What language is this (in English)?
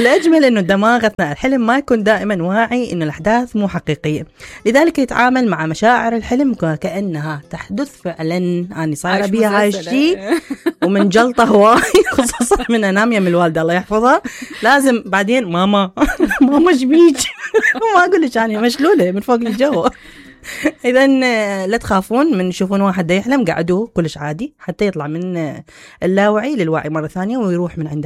Mesopotamian Arabic